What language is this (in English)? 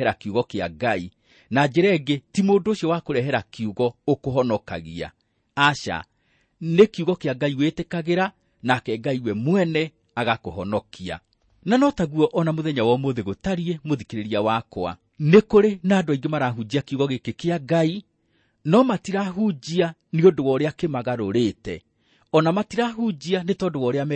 Kikuyu